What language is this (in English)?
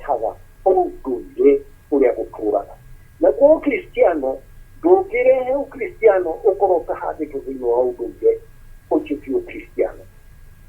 Kikuyu